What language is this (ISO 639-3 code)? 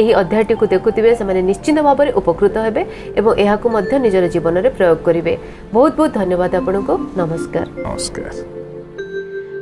ori